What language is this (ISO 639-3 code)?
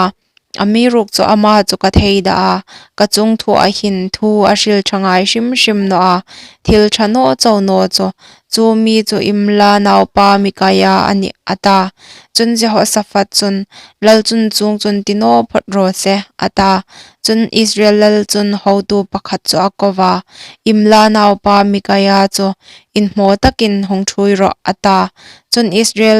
hmr